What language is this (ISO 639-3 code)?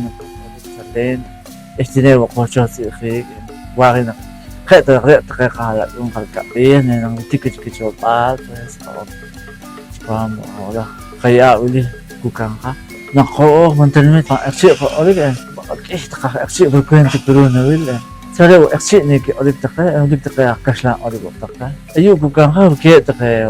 poh